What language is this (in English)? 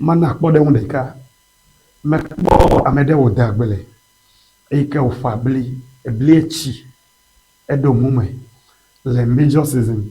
Ewe